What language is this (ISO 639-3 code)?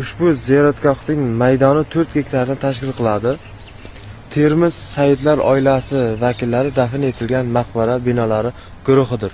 uzb